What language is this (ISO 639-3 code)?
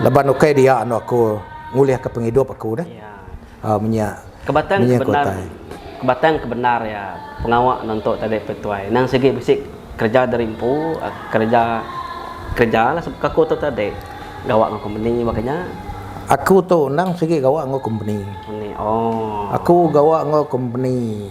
iba